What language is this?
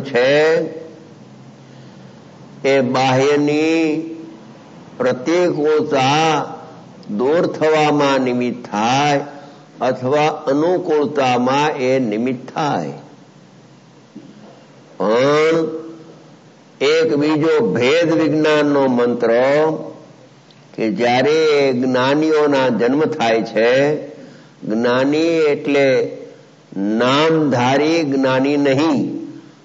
Gujarati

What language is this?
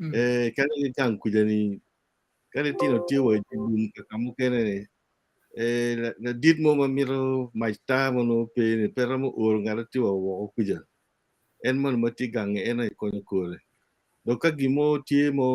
Acoli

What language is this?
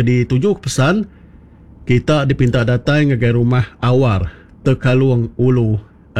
Iban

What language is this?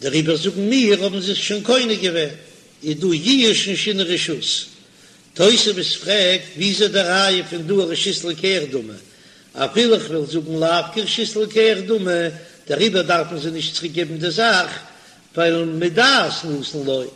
Yiddish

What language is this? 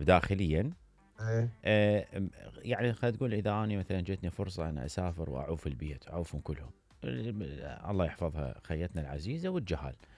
Mesopotamian Arabic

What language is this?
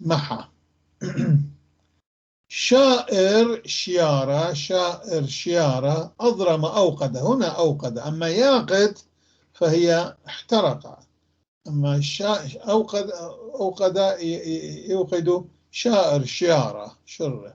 North Levantine Arabic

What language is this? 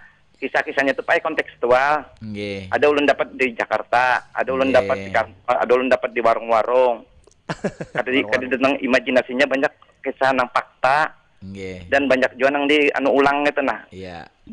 Banjar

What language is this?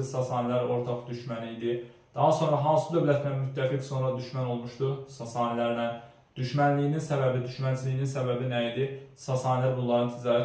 Azerbaijani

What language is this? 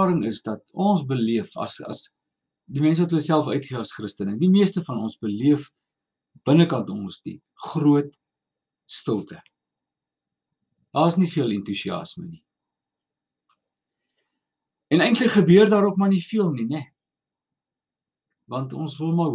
Afrikaans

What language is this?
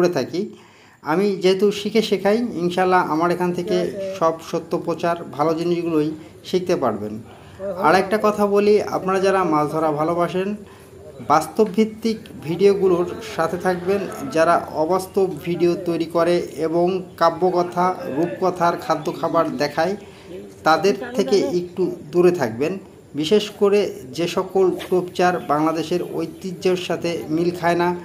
Bangla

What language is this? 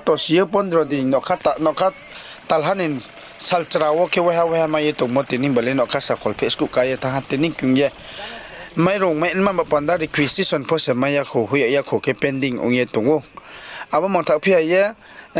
Riang (India)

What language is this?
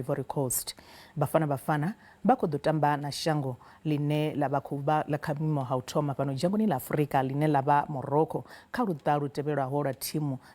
Venda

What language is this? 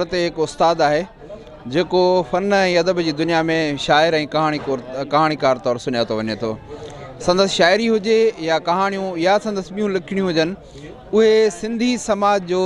Sindhi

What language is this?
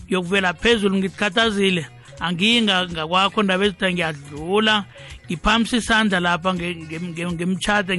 South Ndebele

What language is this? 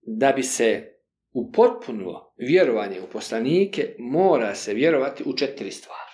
Bosnian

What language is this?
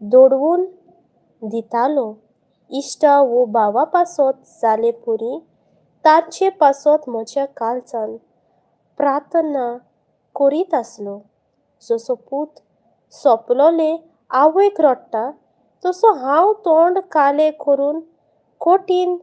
Konkani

